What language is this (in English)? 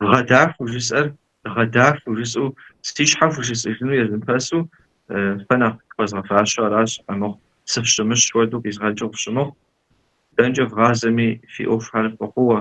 Kabardian